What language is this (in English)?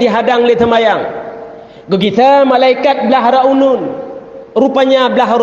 Achinese